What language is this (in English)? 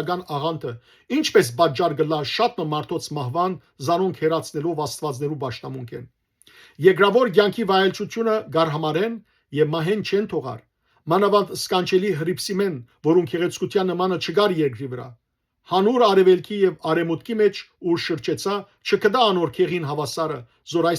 Western Armenian